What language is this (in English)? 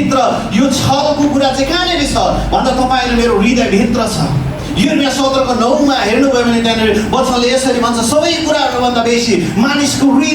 Nepali